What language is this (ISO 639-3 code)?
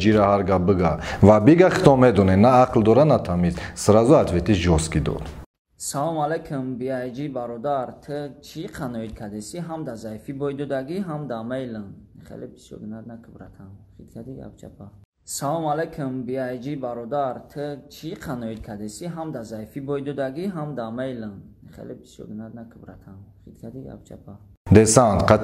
tgk